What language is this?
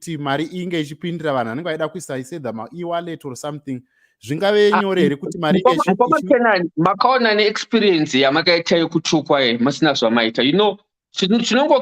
Shona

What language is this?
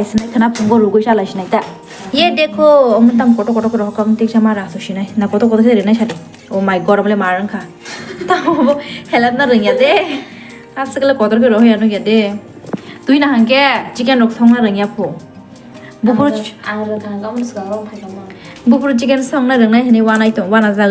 Kok Borok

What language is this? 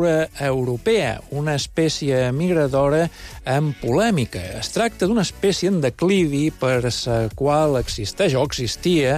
Catalan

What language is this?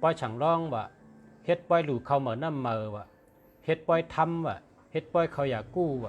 Shan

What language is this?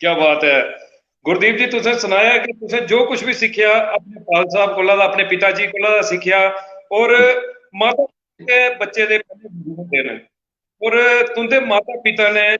Dogri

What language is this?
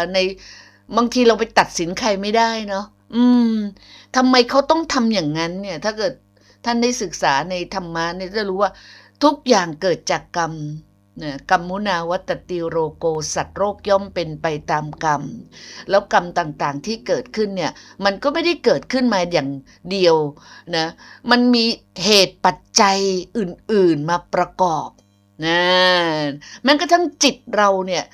Thai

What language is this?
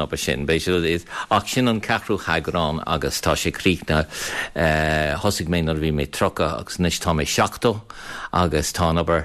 Irish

